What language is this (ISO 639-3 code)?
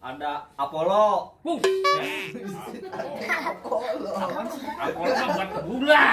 bew